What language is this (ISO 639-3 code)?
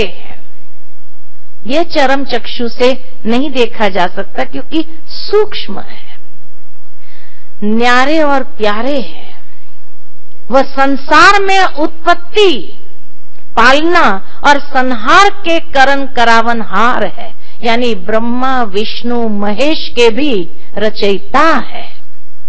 hin